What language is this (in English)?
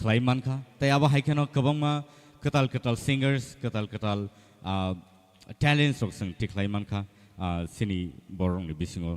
Kok Borok